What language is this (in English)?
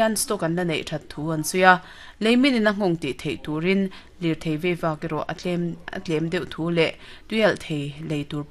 Mizo